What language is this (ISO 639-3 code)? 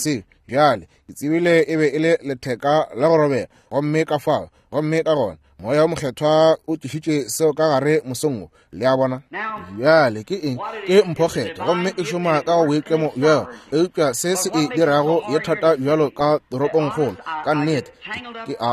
nso